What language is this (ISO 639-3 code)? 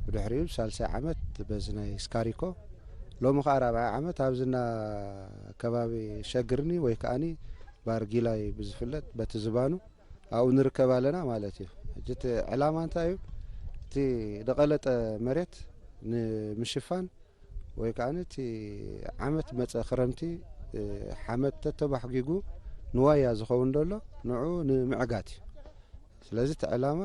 tir